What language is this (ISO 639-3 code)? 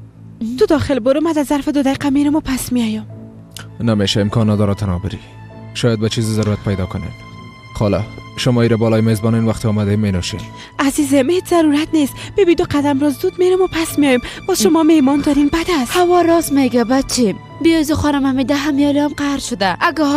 fas